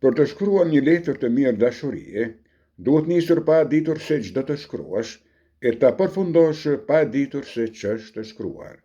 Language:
Albanian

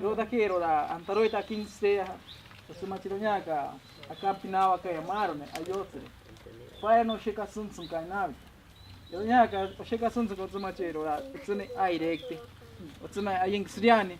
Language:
Ashéninka Perené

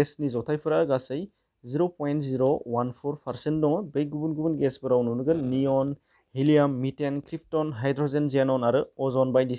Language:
Bodo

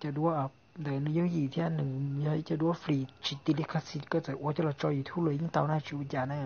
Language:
Hmong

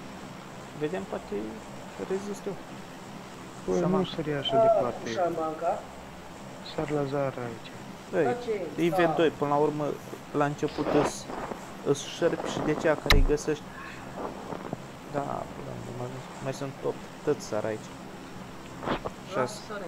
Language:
Romanian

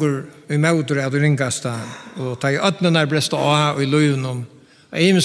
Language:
Faroese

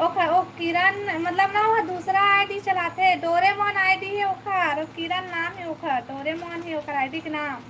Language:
Chhattisgarhi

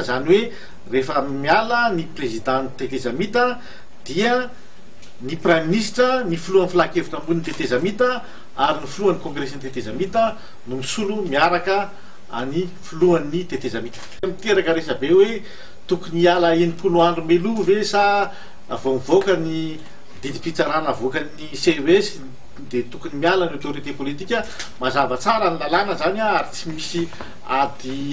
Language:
Malagasy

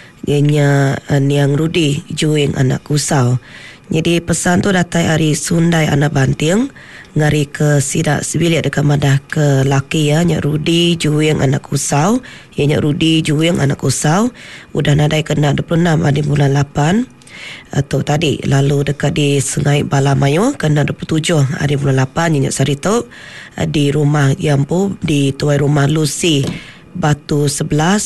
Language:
Iban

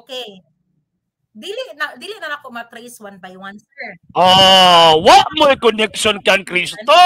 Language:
Cebuano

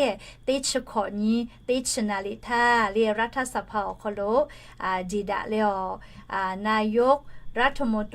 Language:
Lahu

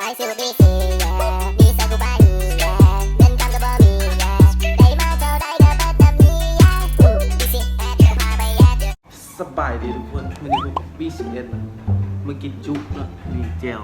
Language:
Northeastern Thai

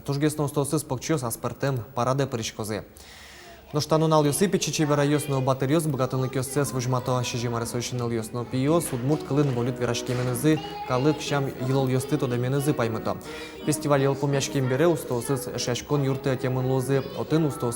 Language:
Udmurt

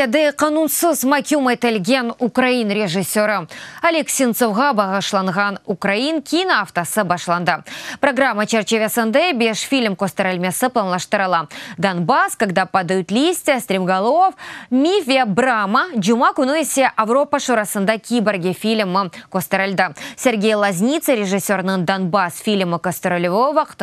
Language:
Crimean Tatar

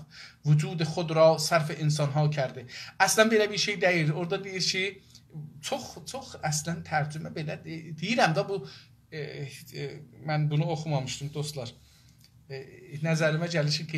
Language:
South Azerbaijani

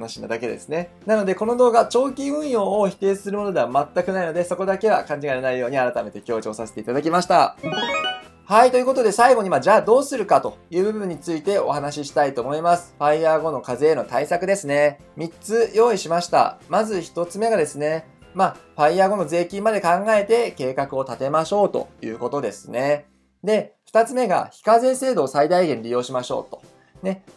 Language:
Japanese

